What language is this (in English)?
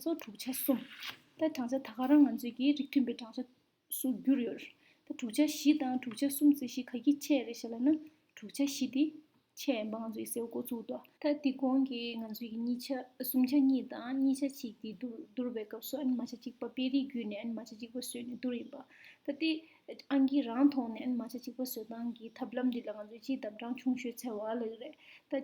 Tibetan